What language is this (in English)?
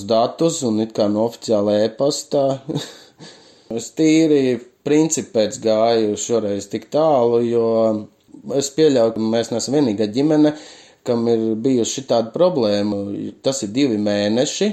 Latvian